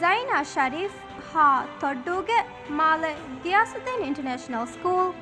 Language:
Divehi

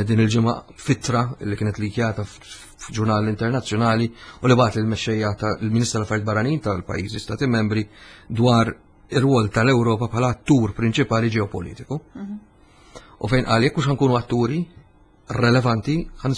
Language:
Maltese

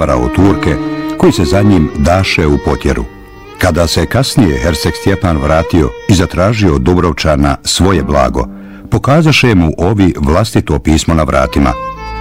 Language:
Bosnian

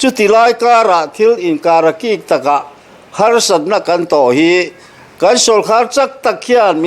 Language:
Mizo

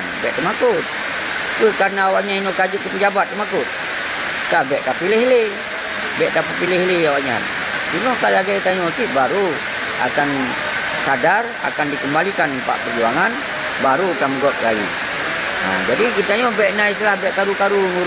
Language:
Achinese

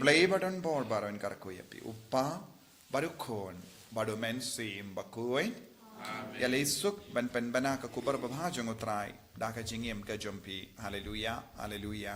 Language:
Khasi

